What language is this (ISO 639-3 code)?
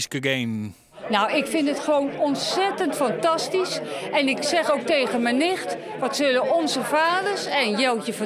fry